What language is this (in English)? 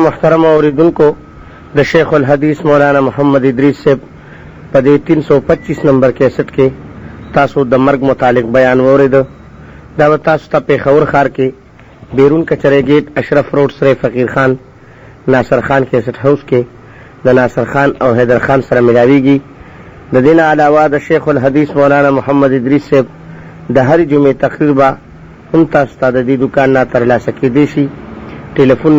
Pashto